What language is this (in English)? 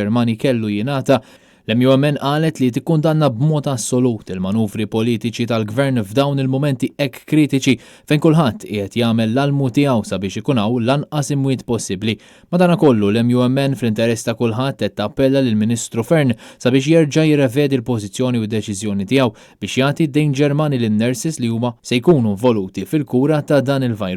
Maltese